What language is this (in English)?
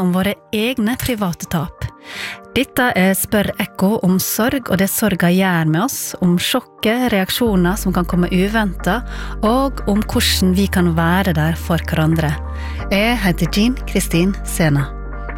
Norwegian